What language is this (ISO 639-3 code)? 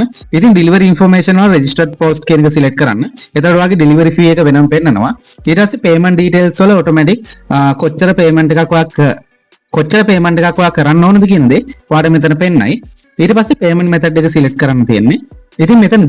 sin